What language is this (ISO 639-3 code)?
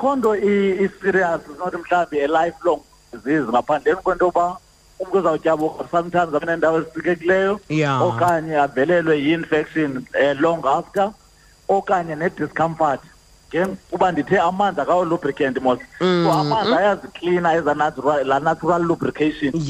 xho